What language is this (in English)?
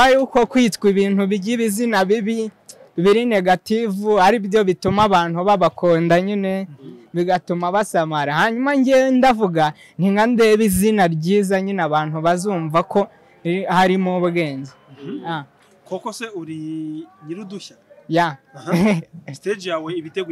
Kinyarwanda